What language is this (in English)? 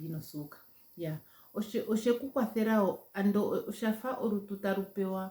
Ndonga